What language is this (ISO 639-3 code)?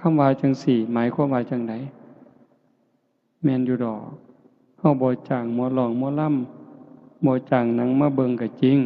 tts